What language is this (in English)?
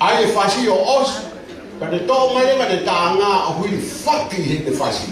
Tongan